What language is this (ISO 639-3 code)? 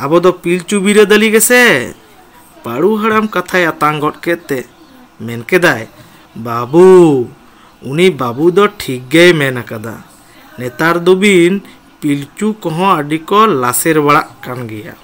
sat